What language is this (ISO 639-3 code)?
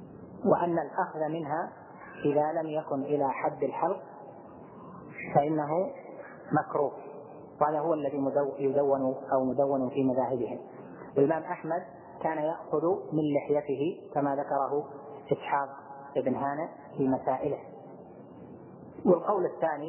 ara